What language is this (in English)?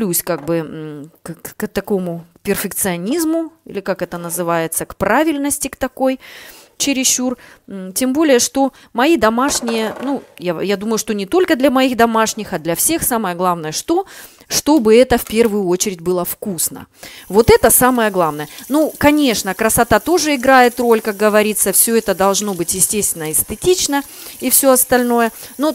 Russian